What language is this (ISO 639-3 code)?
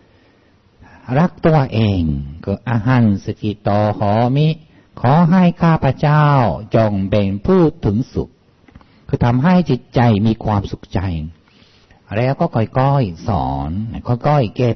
tha